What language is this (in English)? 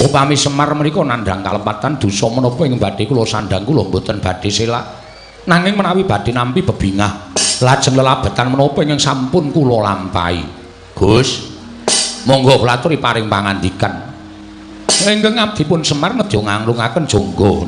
Javanese